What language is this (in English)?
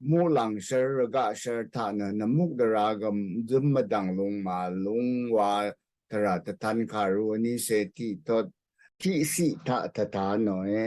Rawang